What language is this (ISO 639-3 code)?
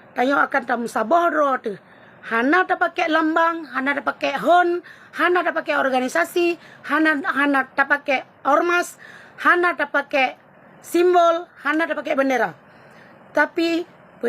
ace